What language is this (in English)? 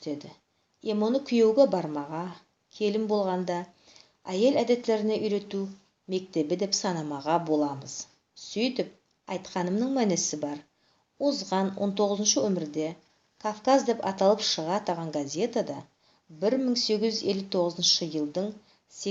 Nogai